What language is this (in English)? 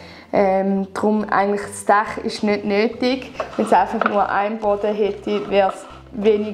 Swiss German